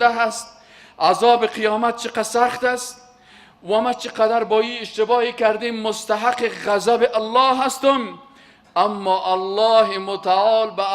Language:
Persian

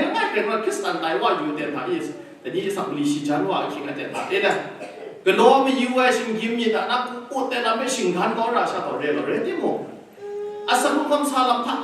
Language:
Kachin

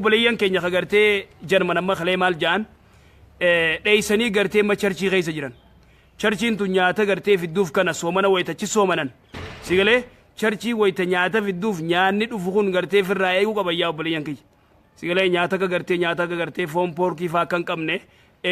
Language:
Oromo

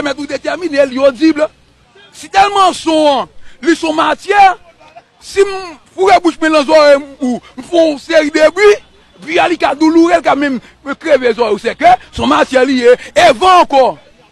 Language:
Haitian Creole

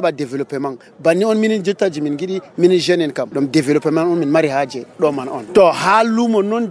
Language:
Nigerian Fulfulde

